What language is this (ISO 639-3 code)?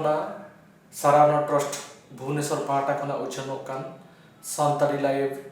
sat